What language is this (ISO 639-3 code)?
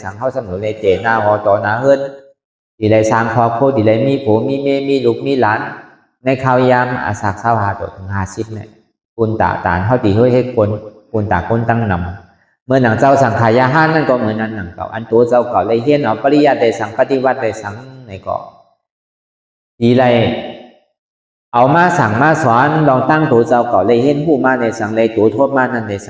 shn